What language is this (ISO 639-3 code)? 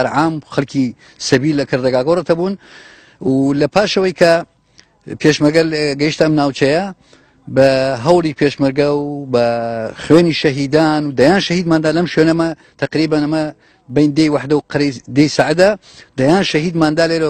ckb